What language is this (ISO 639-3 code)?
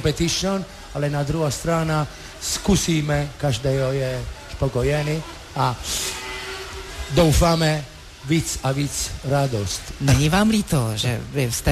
ces